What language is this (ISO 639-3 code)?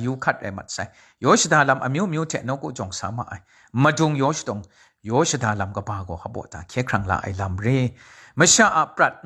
kac